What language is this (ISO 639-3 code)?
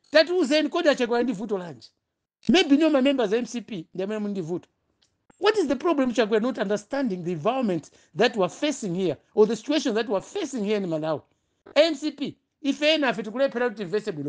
nya